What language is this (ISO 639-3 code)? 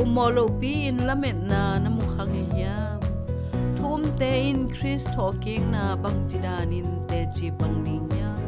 ctd